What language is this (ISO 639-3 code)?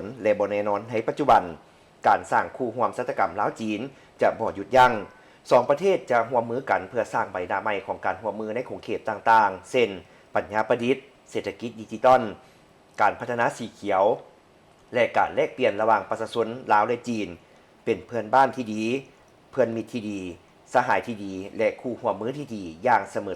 lao